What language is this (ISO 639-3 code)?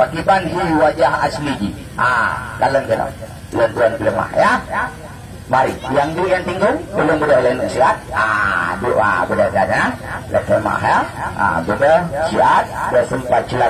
ace